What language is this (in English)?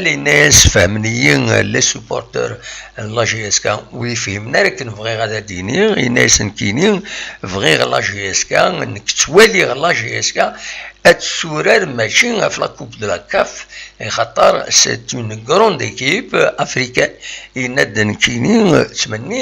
Kabyle